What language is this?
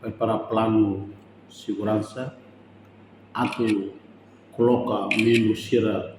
Tetum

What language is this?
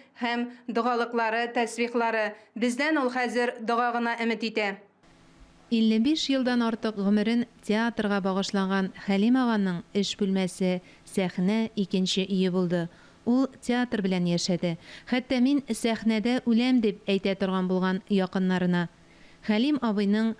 Tatar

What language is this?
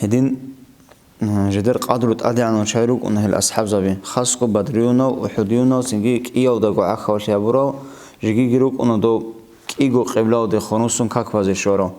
Avaric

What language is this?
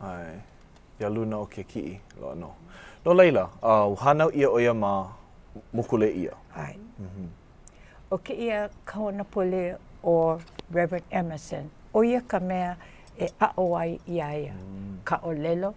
Hawaiian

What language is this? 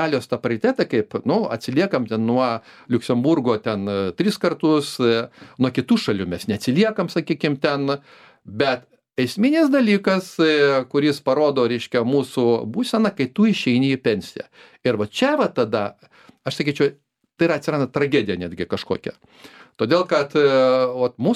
Lithuanian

